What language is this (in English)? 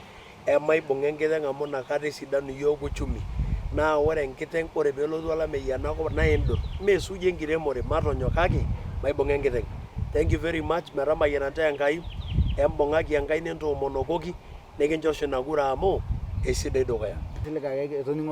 Masai